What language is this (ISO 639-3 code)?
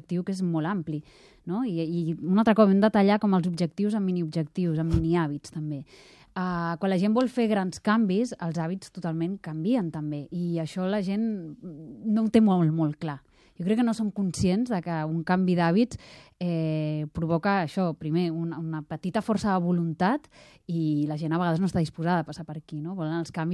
cat